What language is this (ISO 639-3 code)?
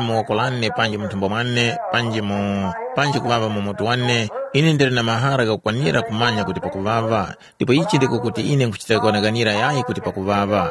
tum